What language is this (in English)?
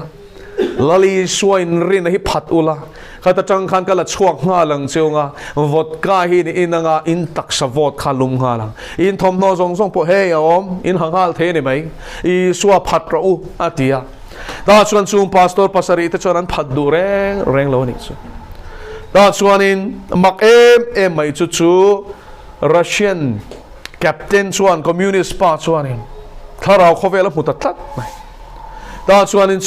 Mizo